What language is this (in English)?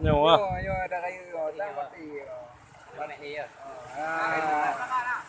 Achinese